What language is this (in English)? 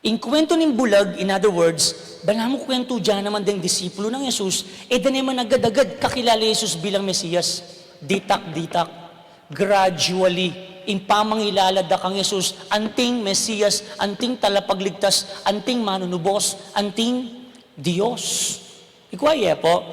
Pampanga